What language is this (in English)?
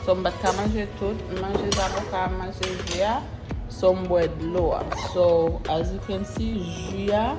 Haitian Creole